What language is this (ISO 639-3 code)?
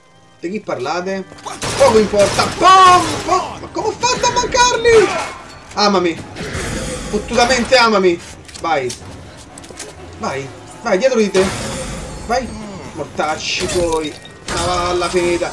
ita